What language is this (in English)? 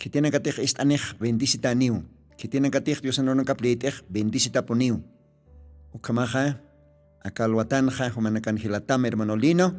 Aymara